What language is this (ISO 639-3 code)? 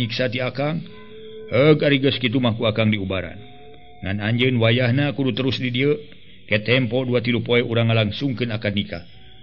sun